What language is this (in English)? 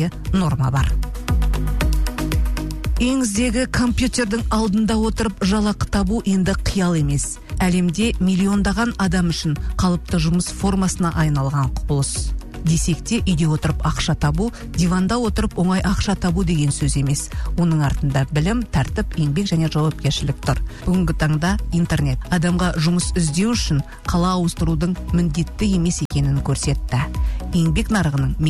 Kazakh